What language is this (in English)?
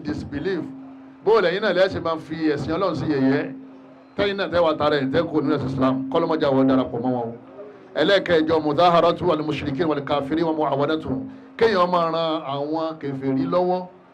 Yoruba